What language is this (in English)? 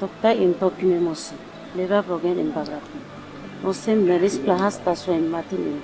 Tok Pisin